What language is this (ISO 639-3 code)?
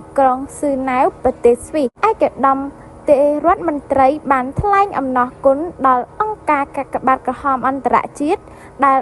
khm